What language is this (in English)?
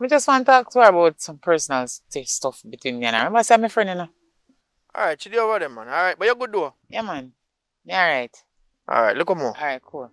Jamaican Creole English